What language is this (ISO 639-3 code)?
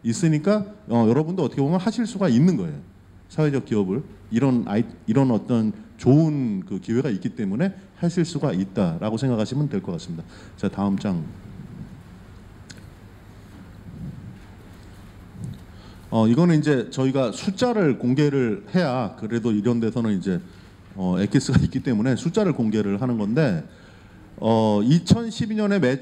kor